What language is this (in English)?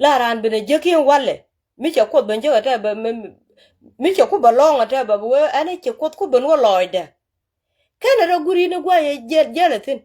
Nuer